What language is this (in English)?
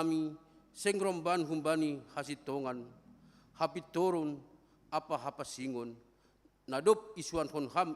Batak Simalungun